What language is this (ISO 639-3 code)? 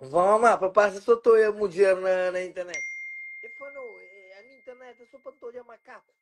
kea